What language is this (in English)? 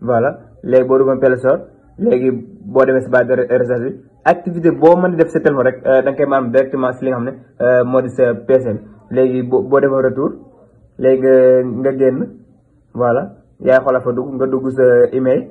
Wolof